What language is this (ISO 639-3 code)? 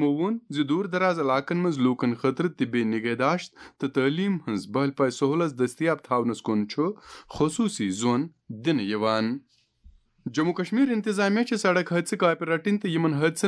kas